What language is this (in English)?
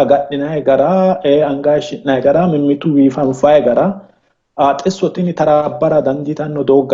Sidamo